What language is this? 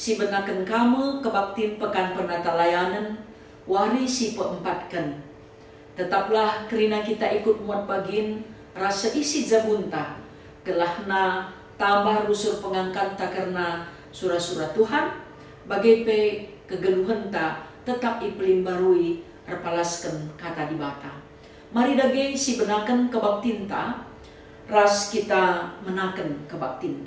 Batak Karo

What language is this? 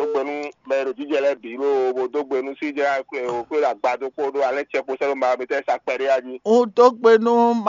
Fon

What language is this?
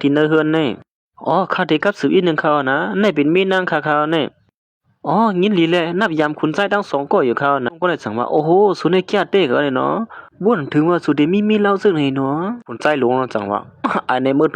Shan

